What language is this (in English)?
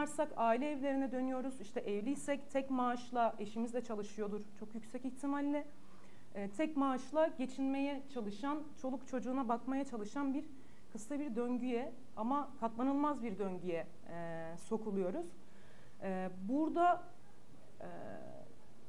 Turkish